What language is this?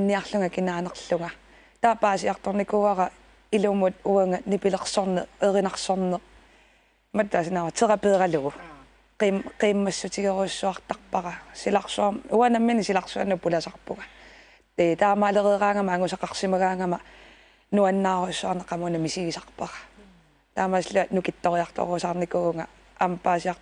Kalaallisut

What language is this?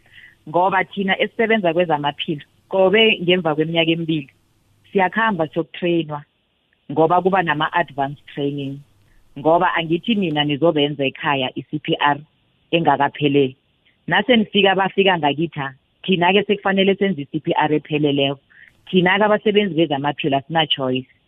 South Ndebele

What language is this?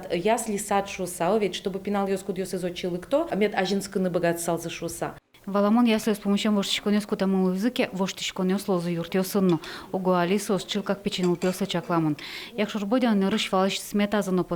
Udmurt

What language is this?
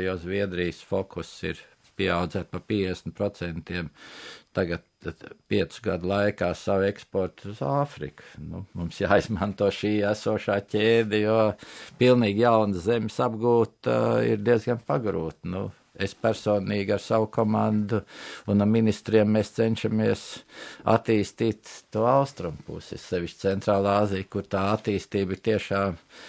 Latvian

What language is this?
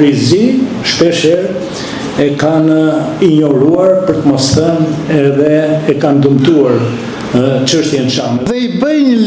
Albanian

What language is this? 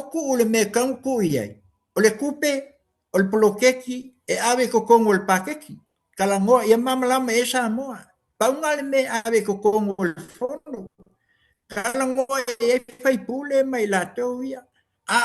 Samoan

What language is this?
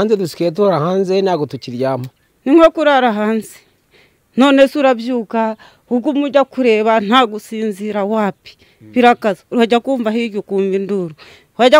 Kinyarwanda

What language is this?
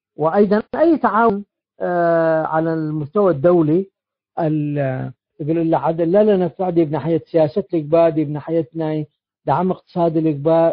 Tigre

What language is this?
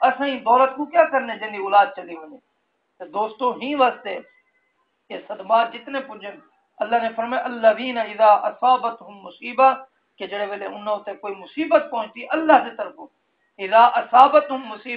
Saraiki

